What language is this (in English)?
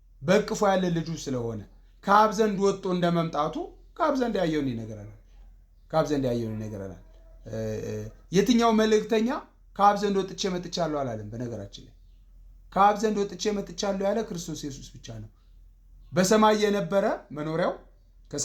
Amharic